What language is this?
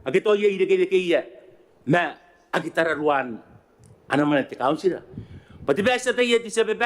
Gilbertese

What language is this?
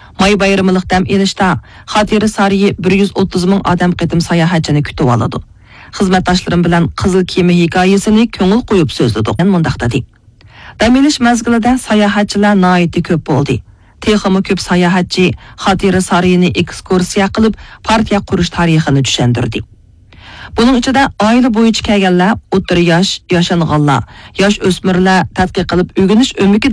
Uyghur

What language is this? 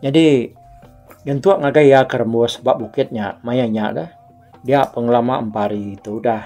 Iban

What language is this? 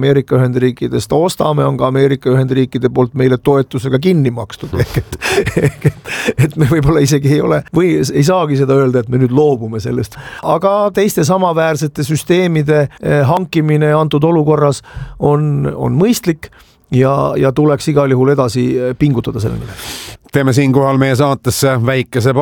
Estonian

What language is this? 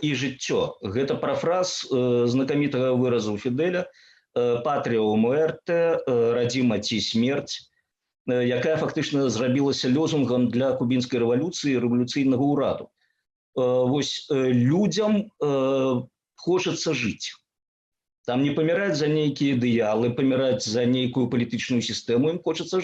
Belarusian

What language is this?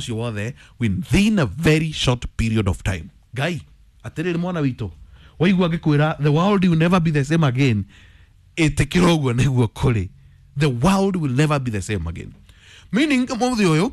Kikuyu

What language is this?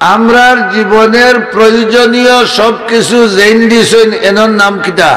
Sylheti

